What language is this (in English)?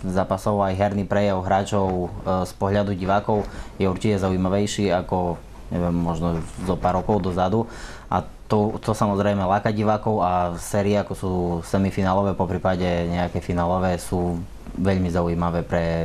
Slovak